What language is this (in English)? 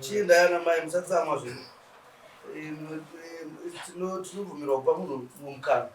Shona